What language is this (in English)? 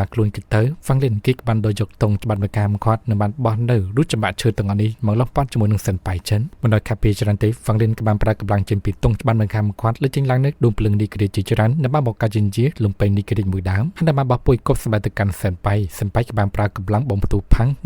Khmer